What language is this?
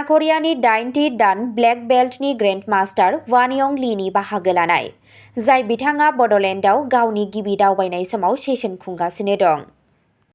Bodo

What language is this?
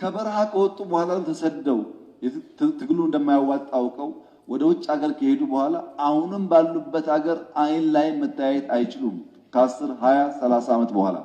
Amharic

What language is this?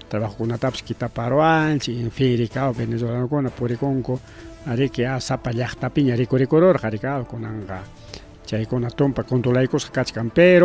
Ayacucho Quechua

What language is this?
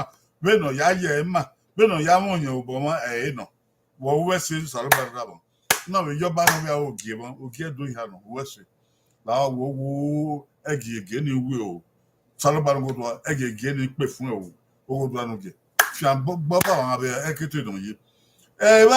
Bini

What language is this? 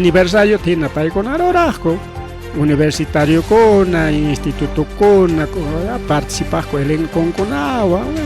Ayacucho Quechua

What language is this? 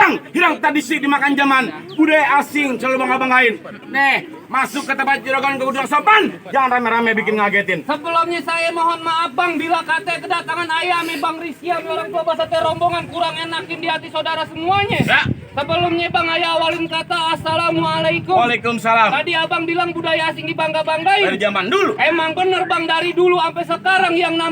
Betawi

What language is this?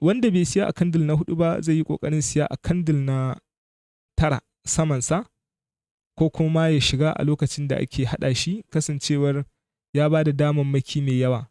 Hausa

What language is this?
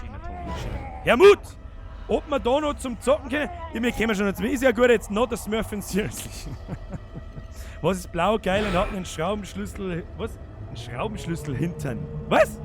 Bavarian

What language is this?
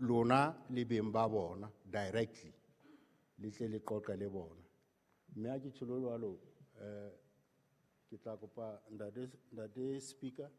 Southern Sotho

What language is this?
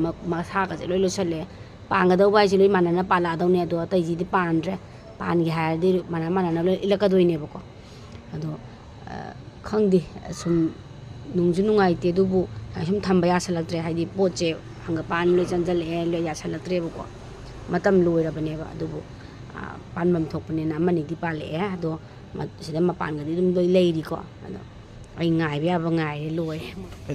Manipuri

